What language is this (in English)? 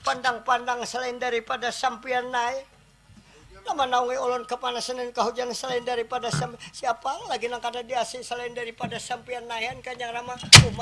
Banjar